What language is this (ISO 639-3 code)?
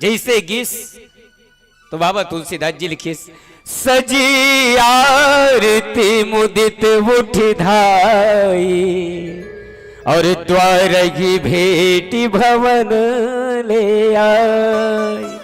hne